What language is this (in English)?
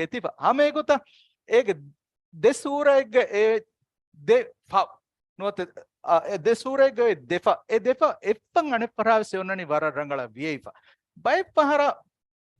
Divehi